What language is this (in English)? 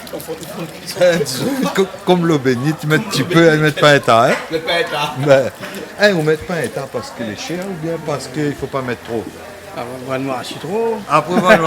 Réunion Creole French